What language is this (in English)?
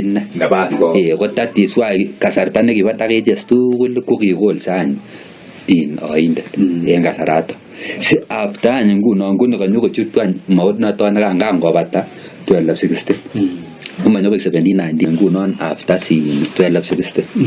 Kalenjin